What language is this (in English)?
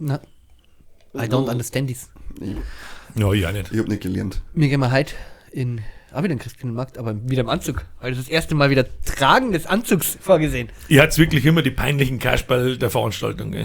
Bavarian